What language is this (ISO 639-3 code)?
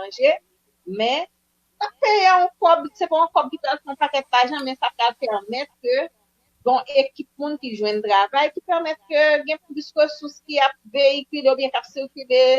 hat